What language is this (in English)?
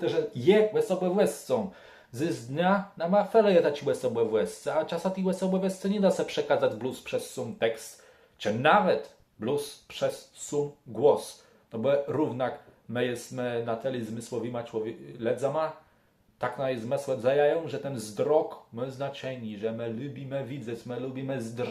Kashubian